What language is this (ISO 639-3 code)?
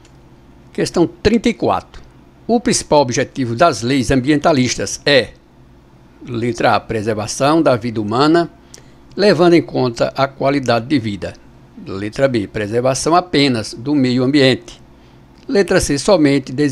por